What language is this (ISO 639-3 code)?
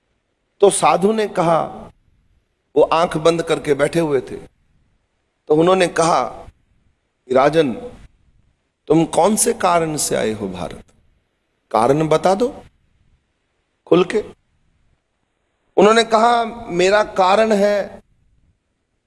hin